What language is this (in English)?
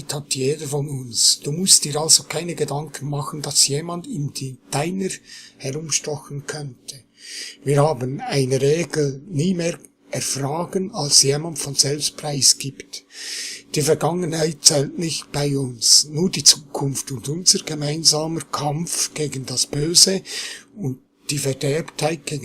Swiss German